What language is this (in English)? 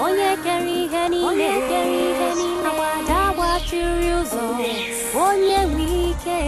Nigerian Pidgin